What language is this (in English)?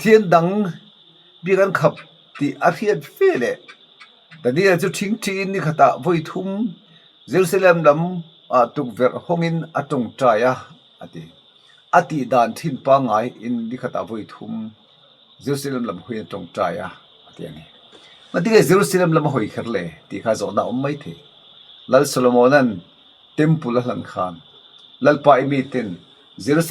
Mizo